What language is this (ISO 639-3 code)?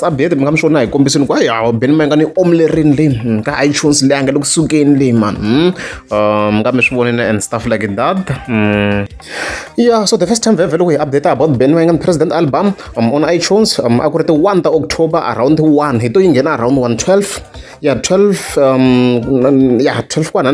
tso